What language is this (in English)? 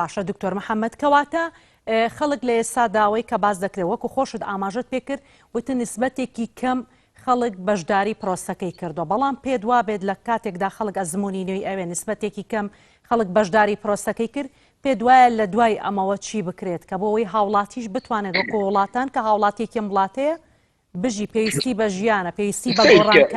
Central Kurdish